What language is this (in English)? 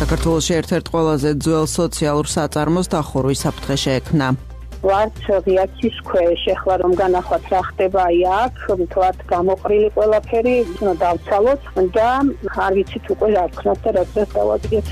Georgian